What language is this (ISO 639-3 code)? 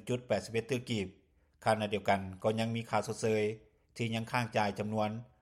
lao